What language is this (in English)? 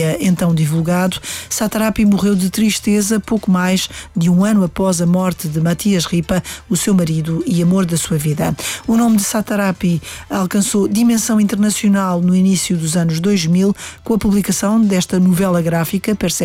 Portuguese